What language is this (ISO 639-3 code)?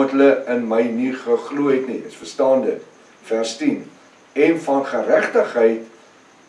afr